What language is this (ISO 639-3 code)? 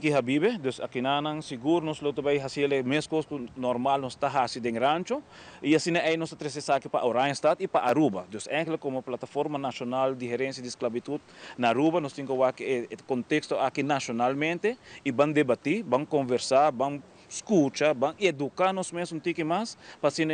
pap